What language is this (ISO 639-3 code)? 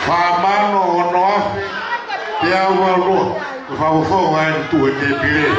ton